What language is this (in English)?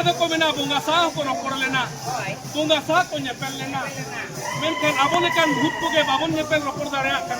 Santali